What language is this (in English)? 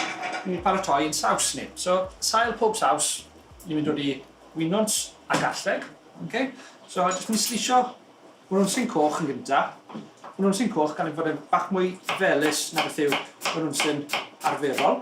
Welsh